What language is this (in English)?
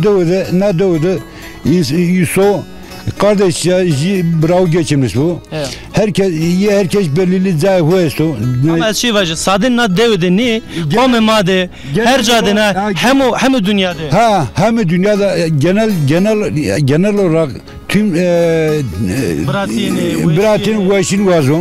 Zaza